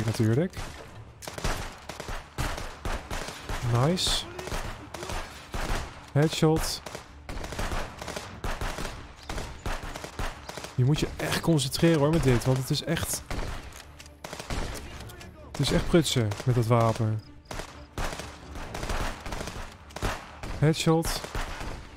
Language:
Dutch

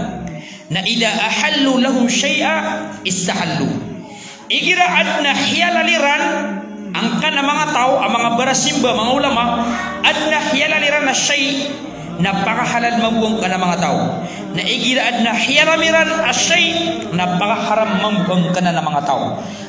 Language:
Maranao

